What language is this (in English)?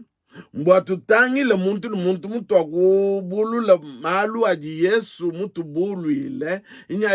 Luba-Lulua